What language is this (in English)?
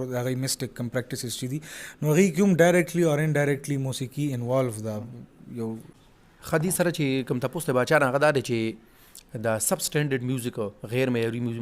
Pashto